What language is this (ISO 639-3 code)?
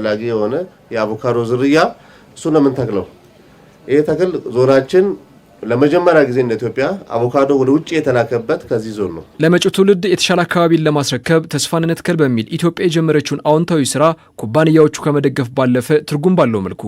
amh